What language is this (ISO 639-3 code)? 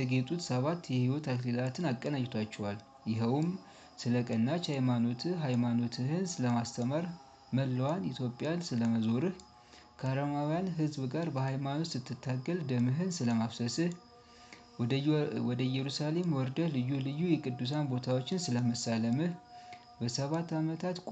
amh